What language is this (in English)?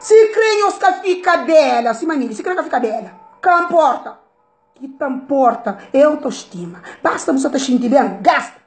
Kabuverdianu